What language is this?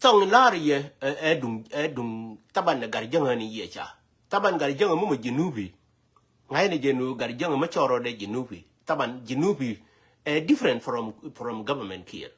Nuer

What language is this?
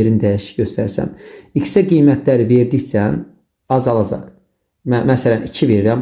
Azerbaijani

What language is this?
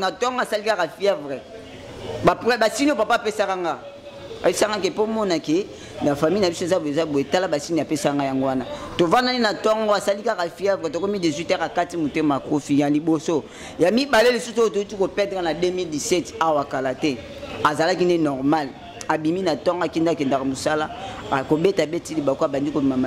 Lingala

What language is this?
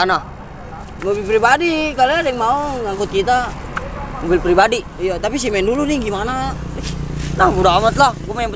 Betawi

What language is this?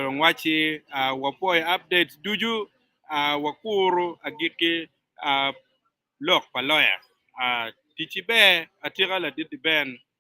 Acoli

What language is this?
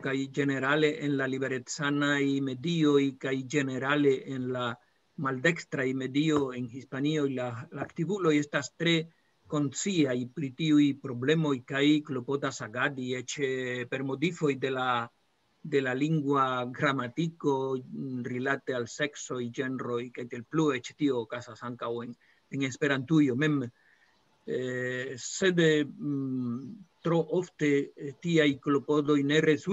Esperanto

